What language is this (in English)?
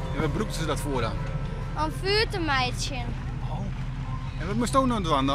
Western Frisian